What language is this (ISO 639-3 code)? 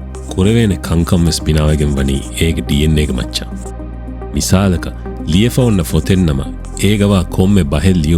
div